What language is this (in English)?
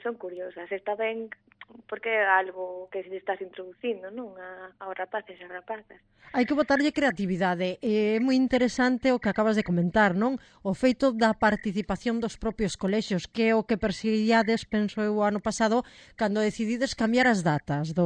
Galician